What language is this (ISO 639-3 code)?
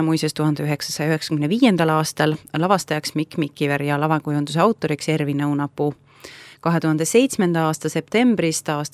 est